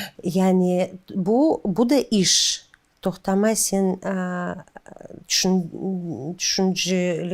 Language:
Crimean Tatar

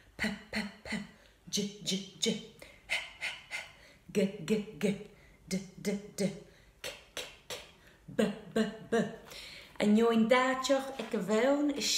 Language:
Scottish Gaelic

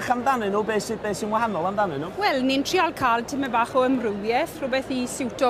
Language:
Welsh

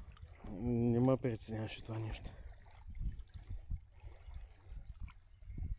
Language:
Bulgarian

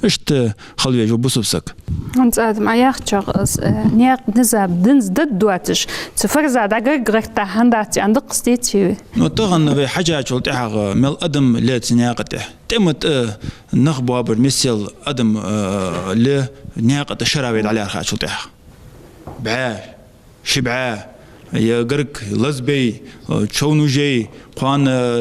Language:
Ingush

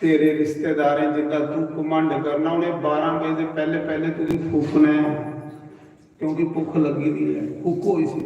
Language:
Dogri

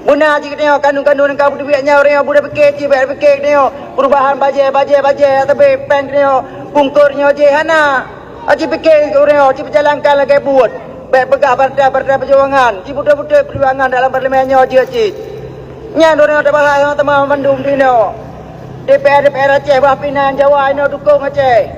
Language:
Achinese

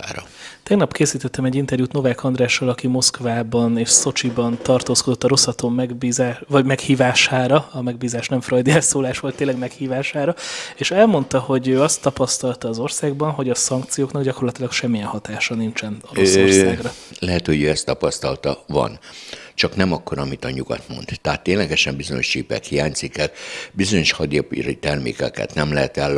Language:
Hungarian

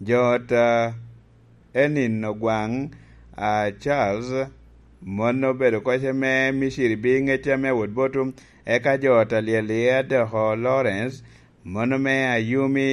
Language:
Lango (Uganda)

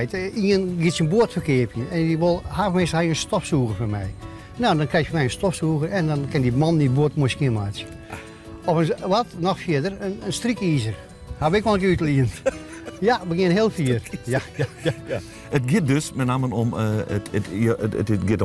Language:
Western Frisian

